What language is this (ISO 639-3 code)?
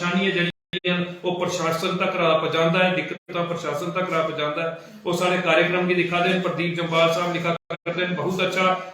doi